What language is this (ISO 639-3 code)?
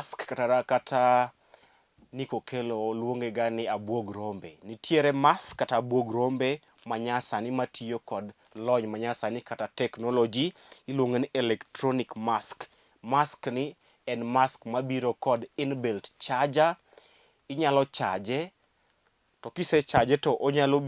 luo